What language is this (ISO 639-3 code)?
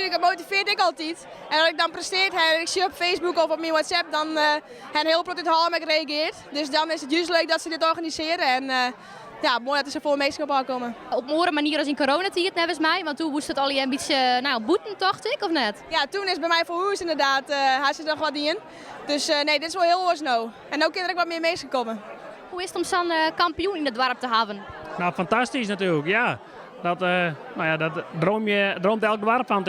fry